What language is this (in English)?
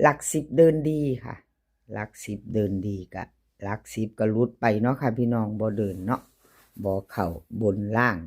Northeastern Thai